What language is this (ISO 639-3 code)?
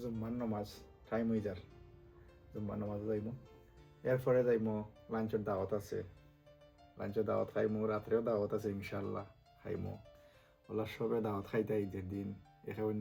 syl